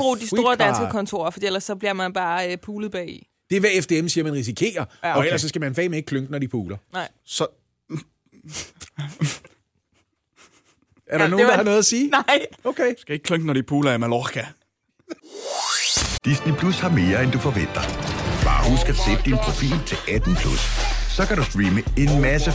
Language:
Danish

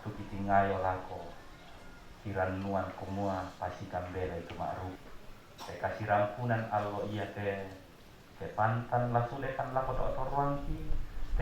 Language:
Toraja-Sa'dan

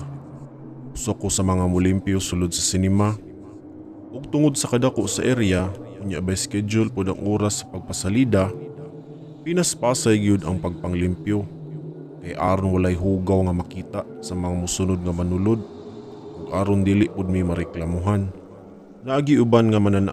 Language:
Cebuano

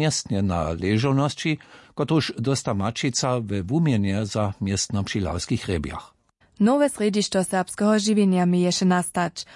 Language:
Upper Sorbian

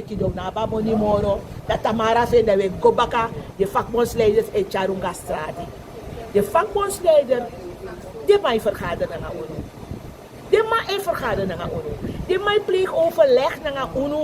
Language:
Sranan Tongo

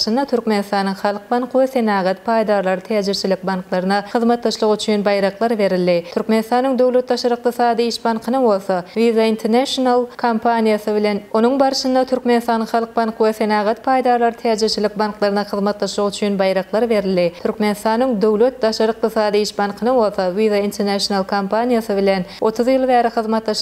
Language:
Turkmen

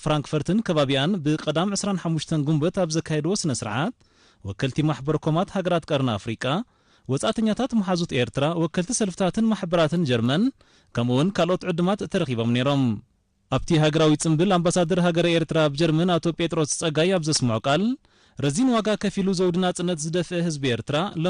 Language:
Tigrinya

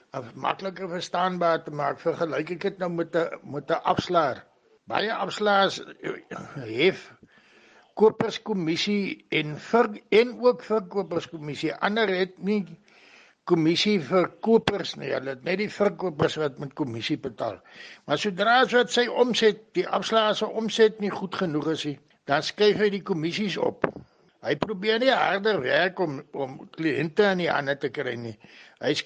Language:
Afrikaans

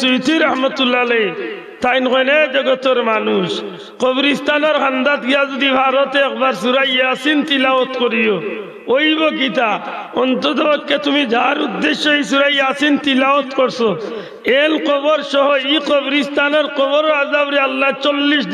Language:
Sylheti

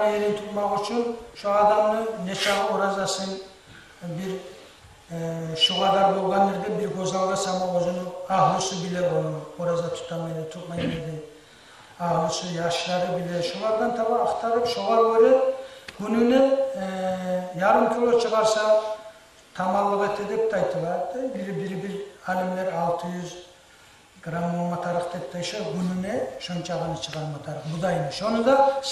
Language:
Kumyk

